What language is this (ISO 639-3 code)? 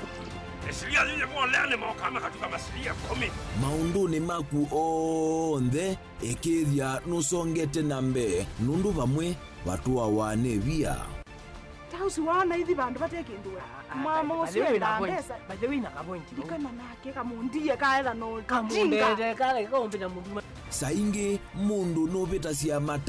kam